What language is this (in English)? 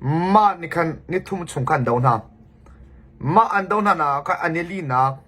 Hakha Chin